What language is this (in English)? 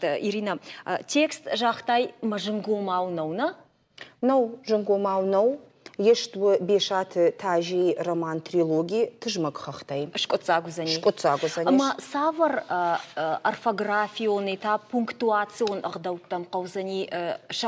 Ossetic